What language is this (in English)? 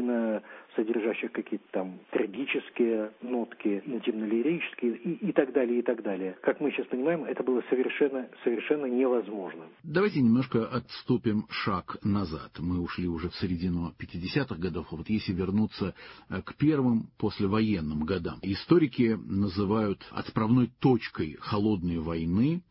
Russian